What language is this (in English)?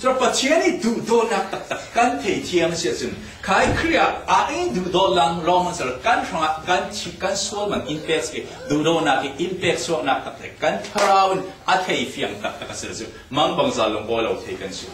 Falam Chin